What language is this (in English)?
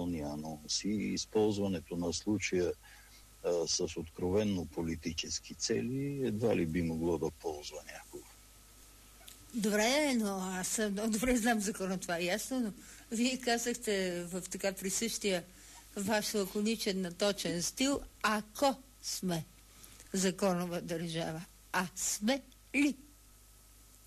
Bulgarian